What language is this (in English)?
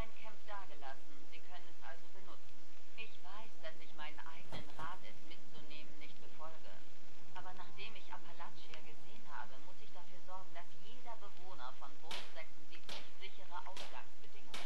Swiss German